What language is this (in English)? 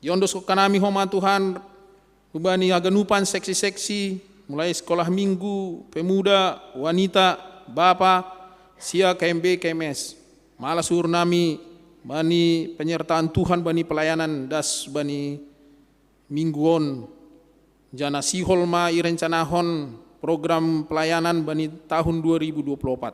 Batak Simalungun